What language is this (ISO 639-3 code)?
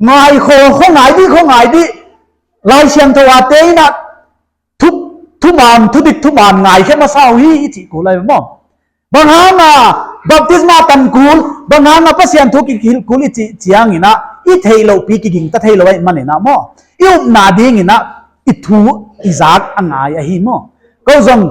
pck